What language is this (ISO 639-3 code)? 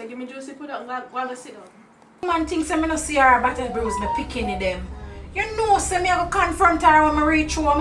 jam